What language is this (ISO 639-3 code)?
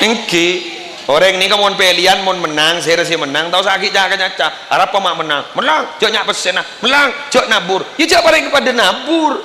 mad